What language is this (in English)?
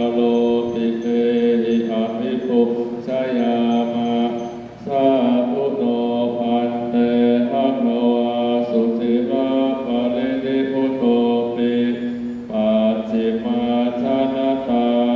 Pali